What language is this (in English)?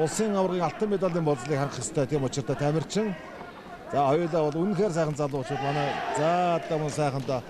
Mongolian